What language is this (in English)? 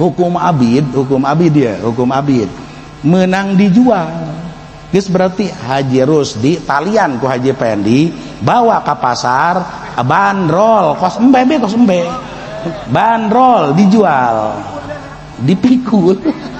Sundanese